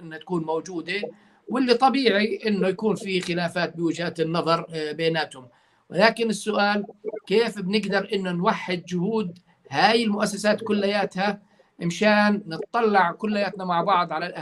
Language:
North Levantine Arabic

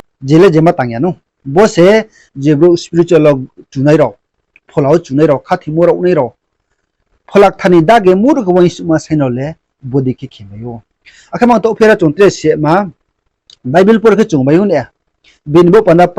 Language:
Riang (India)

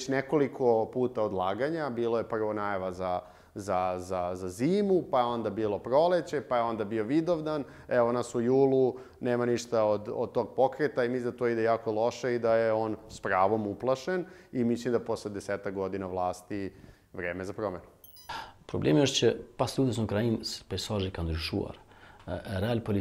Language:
Serbian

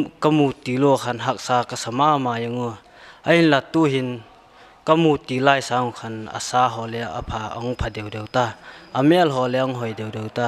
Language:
Paite Chin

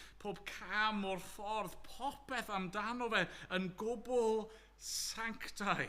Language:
Welsh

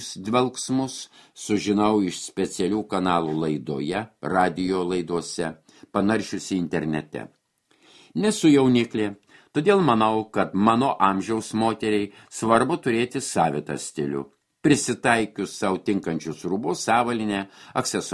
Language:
Lithuanian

